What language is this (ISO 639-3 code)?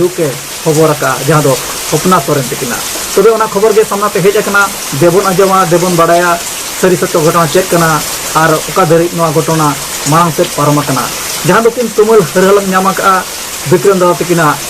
sat